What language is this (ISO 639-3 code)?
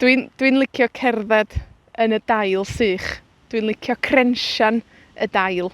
cym